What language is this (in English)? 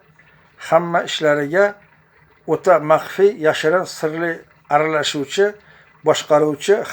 Uzbek